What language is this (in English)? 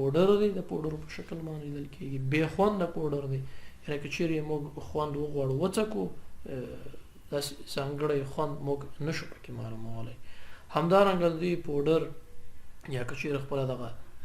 Pashto